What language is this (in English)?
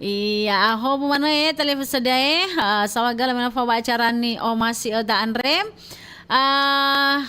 Nias